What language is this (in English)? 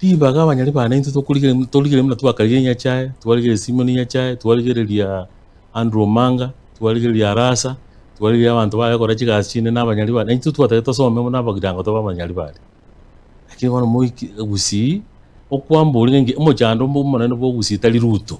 Gusii